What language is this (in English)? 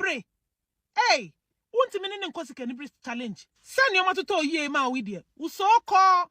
Akan